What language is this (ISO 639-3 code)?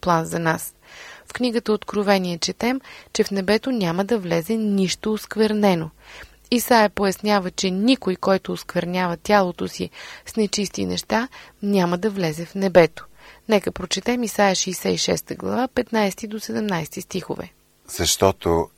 bul